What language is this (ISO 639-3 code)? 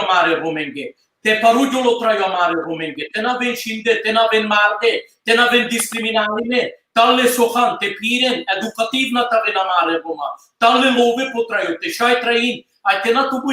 rmn